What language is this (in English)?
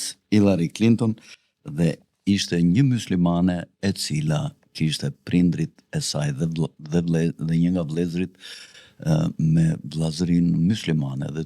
Albanian